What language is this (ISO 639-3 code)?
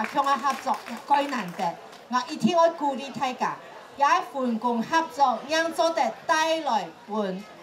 hak